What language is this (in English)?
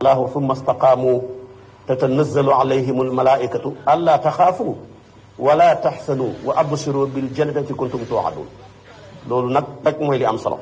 Wolof